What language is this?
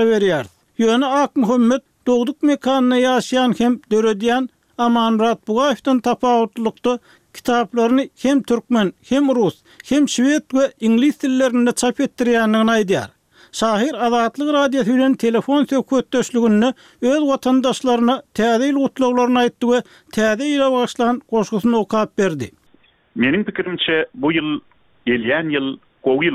Turkmen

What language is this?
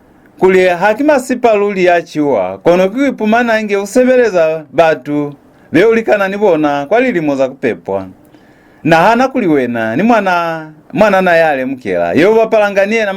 Lozi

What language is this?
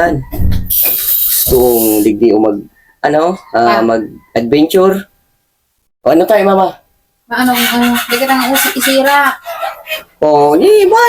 Bikol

